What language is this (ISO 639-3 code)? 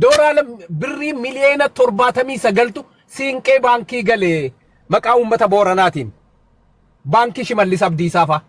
orm